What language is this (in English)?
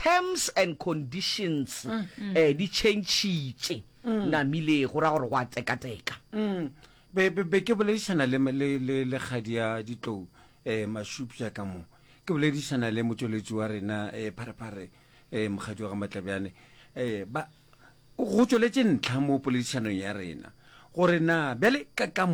Northern Sotho